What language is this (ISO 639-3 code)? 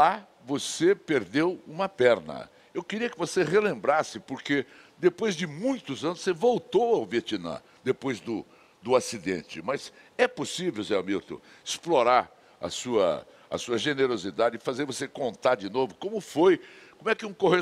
por